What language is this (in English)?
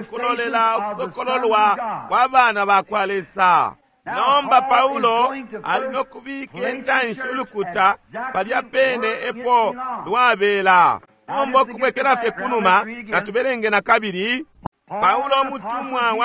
Bemba